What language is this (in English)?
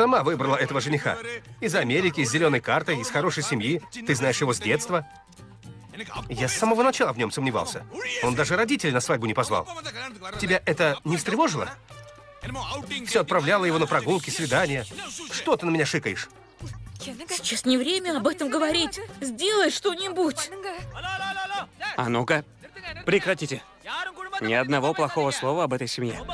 Russian